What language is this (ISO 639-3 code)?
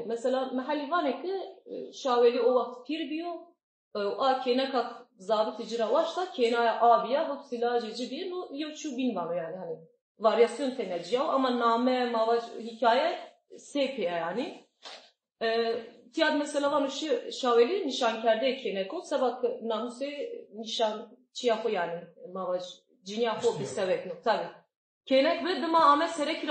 zza